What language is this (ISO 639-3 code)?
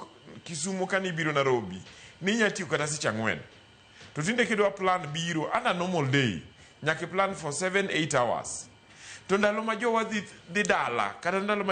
luo